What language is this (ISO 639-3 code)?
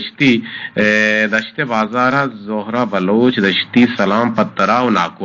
bgp